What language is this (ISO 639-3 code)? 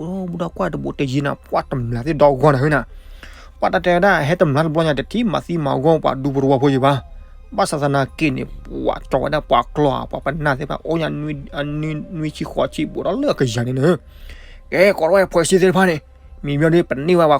ksw